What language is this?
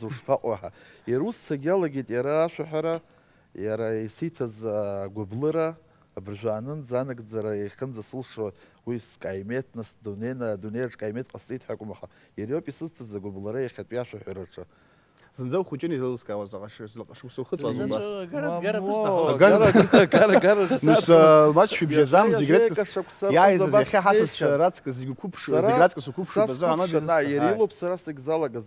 Abkhazian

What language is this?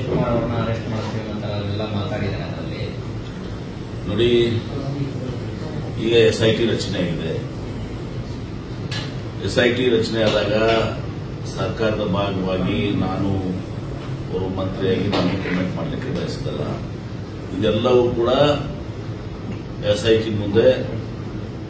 Kannada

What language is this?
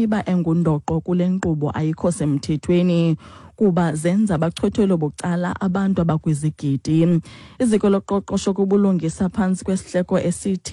Xhosa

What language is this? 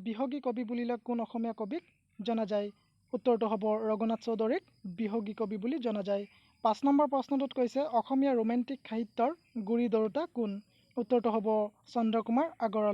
Assamese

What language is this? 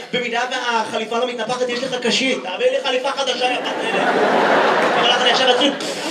Hebrew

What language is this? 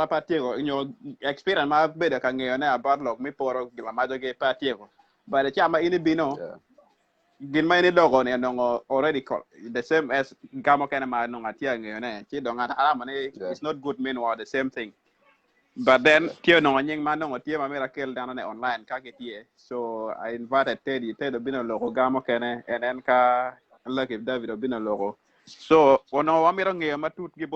Acoli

